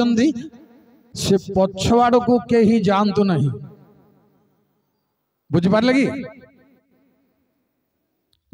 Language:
Odia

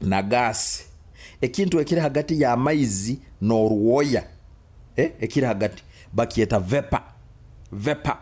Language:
Nyoro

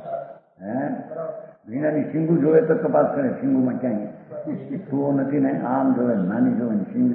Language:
Gujarati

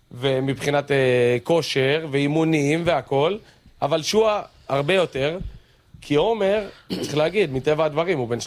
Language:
Hebrew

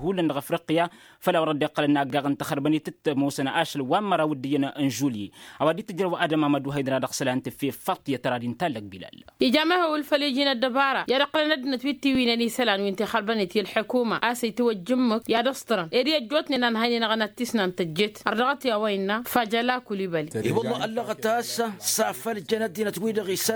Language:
Tamasheq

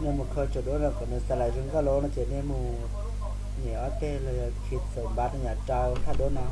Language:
Hmong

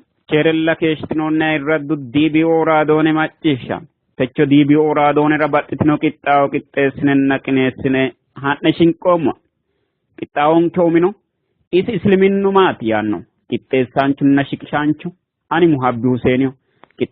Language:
Sidamo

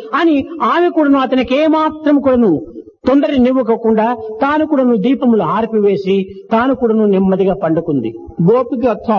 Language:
Telugu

